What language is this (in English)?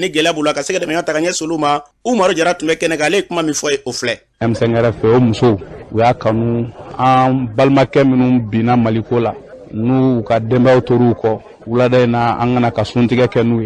Bambara